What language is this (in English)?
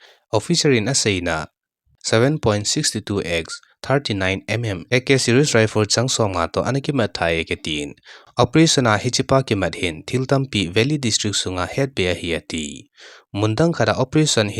Thado Chin